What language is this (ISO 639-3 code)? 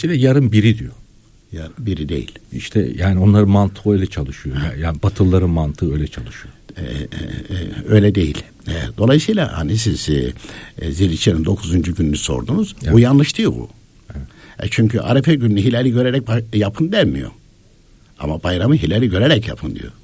tur